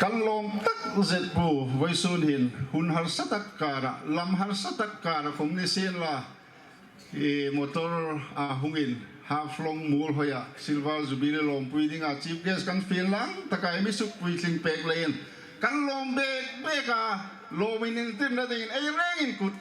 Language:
Hmar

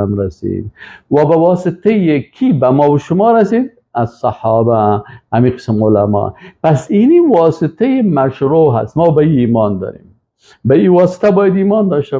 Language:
Persian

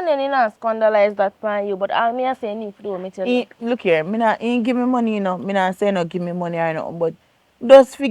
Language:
Jamaican Creole English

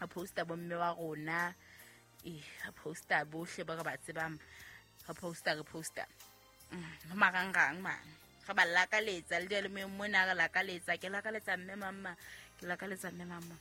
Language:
Southern Sotho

